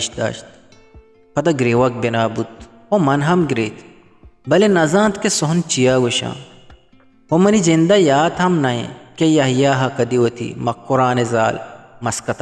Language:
Eastern Balochi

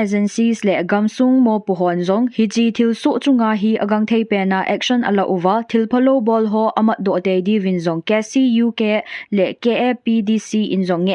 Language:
Thado Chin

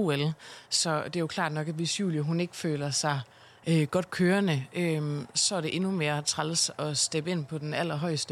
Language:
Danish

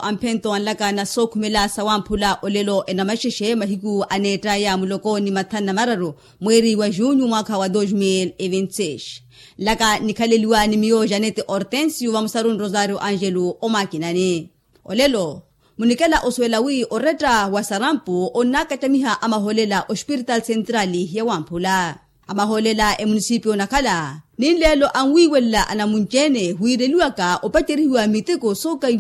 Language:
Makhuwa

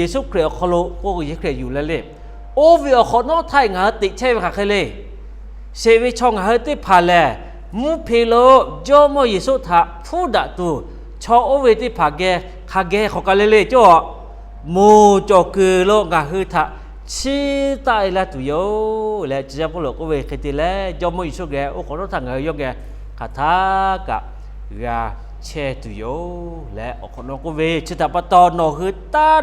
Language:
Lahu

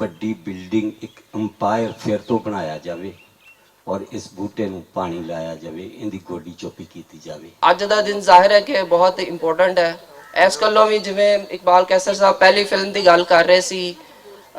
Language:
Western Panjabi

